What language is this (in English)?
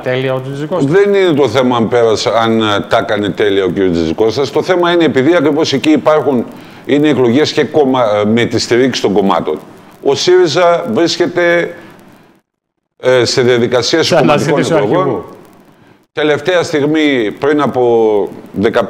Greek